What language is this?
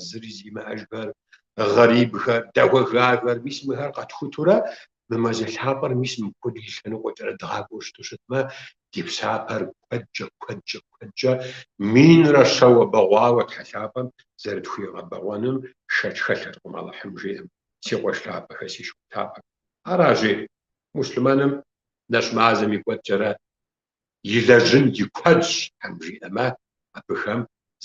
Kabardian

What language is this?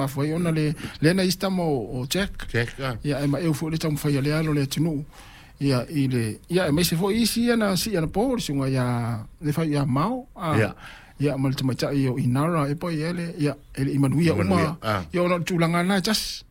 Samoan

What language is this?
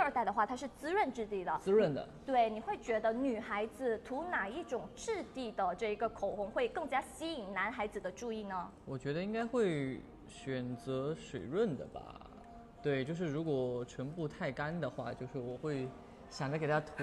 Chinese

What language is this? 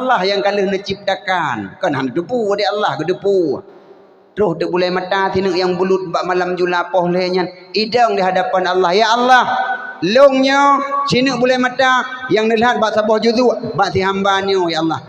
Achinese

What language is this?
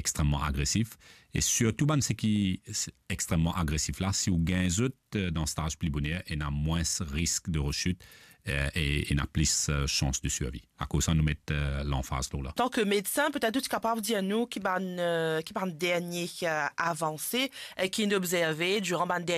Morisyen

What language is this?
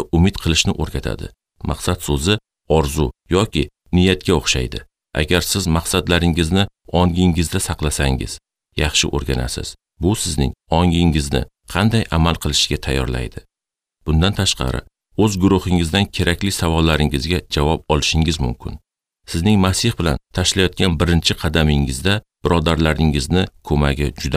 Uzbek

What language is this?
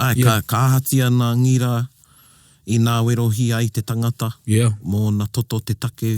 Māori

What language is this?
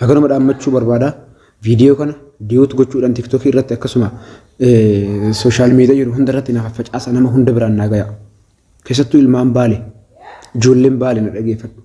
Oromo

